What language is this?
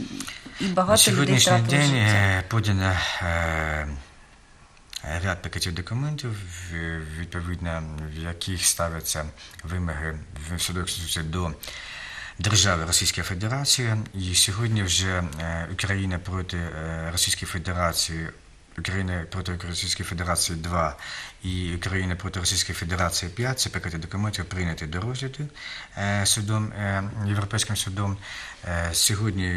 Ukrainian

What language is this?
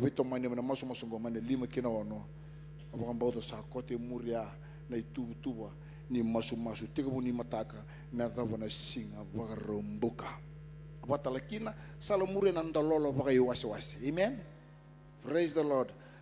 Fijian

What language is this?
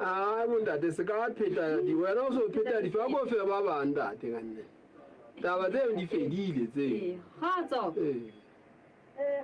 Southern Sotho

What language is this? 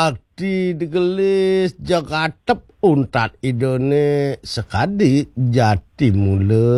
Balinese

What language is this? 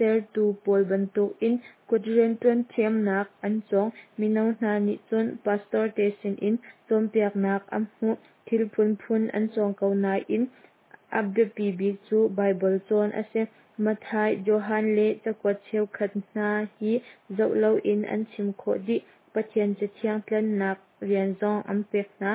Hakha Chin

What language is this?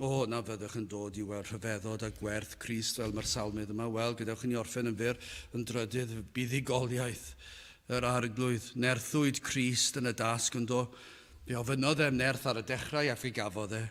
Welsh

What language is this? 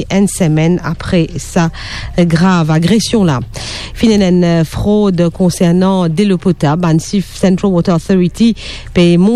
Morisyen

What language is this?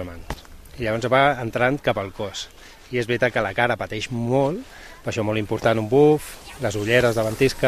Catalan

